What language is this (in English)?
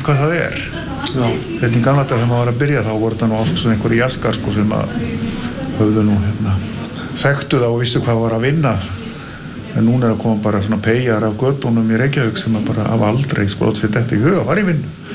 Icelandic